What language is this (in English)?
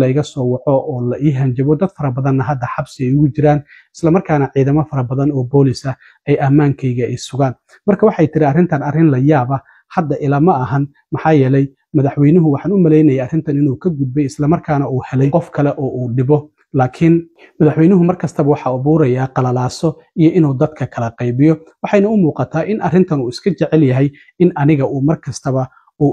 Somali